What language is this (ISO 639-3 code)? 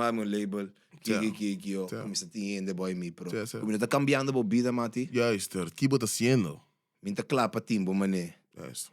pap